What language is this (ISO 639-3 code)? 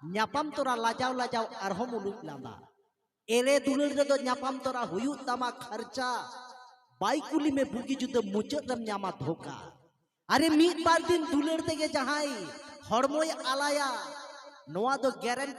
sat